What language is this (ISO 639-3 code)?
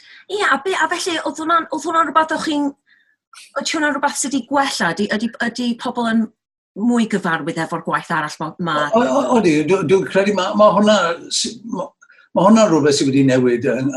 cym